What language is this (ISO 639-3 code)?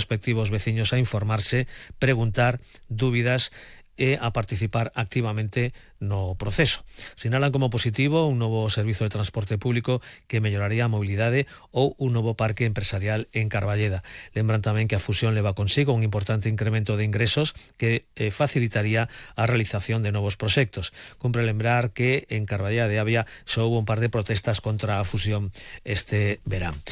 glg